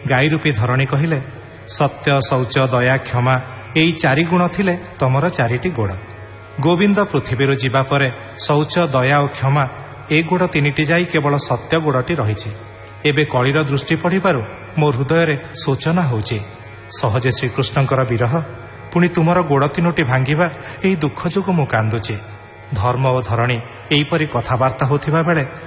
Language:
Odia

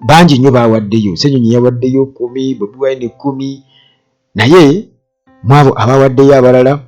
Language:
Ganda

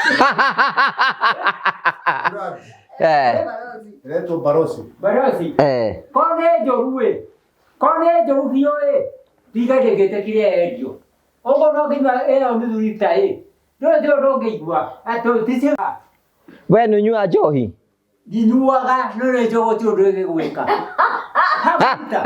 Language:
Kikuyu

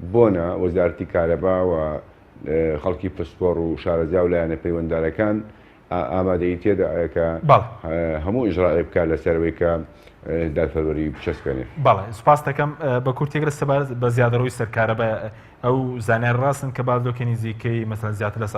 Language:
Central Kurdish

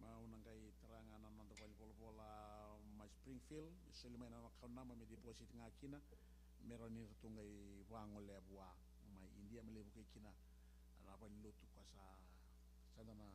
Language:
Fijian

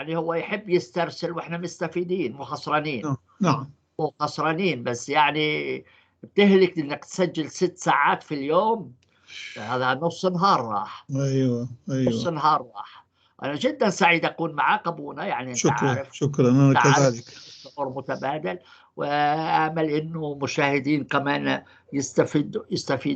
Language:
North Levantine Arabic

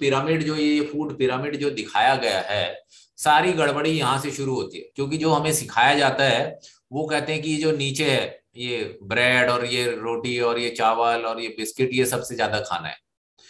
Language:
Hindi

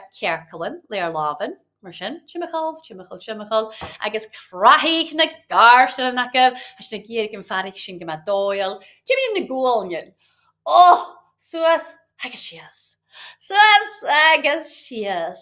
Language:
Scottish Gaelic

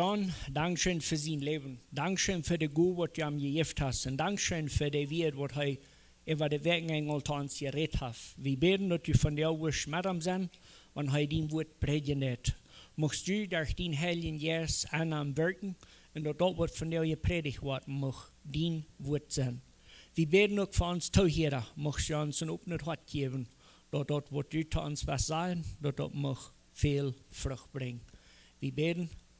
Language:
Plautdietsch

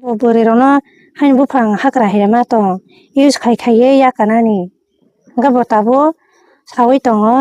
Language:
Kok Borok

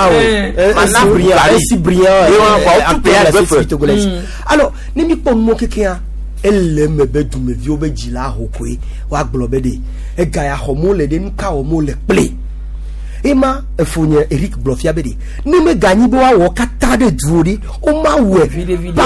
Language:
Gen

